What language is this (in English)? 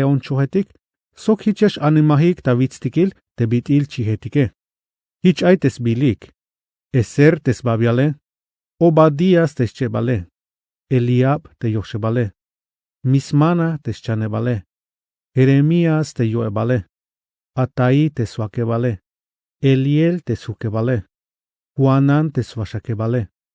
Tzeltal